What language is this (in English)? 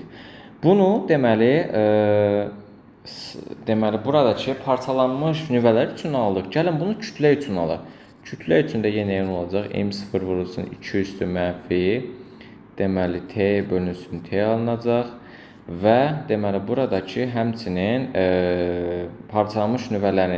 Azerbaijani